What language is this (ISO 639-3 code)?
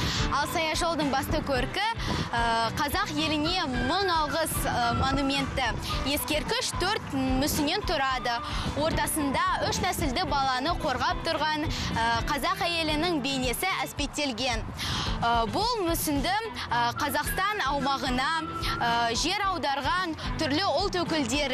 kaz